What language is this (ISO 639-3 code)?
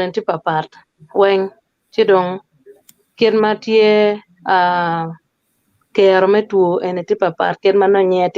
ach